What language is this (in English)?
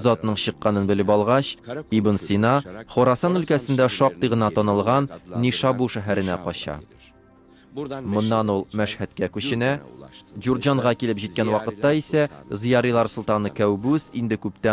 Tatar